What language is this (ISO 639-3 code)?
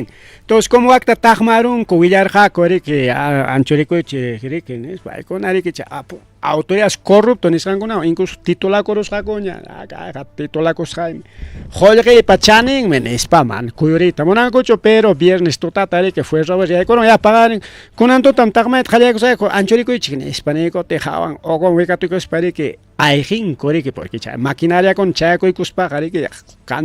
quy